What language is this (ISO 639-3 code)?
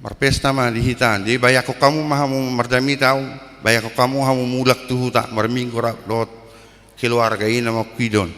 bbc